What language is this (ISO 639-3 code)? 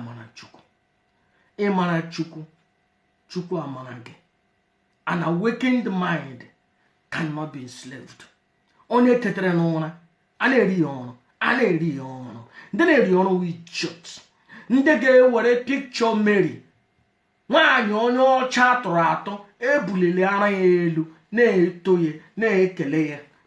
ibo